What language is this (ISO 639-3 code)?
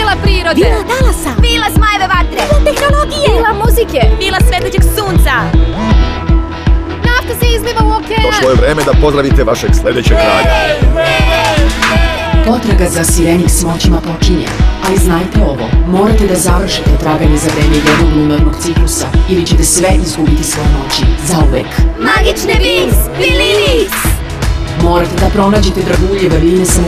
srp